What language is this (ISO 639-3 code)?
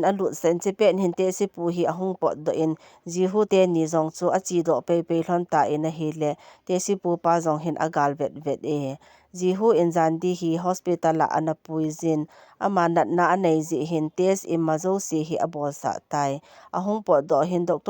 tcz